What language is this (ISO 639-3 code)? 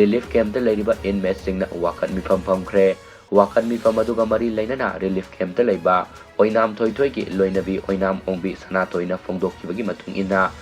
mni